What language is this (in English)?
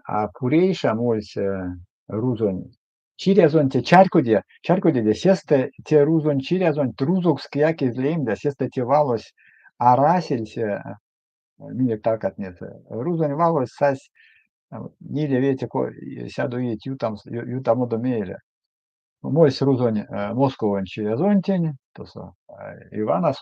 Erzya